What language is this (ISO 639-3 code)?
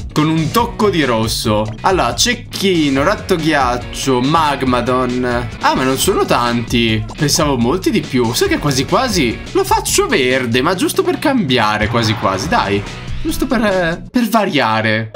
ita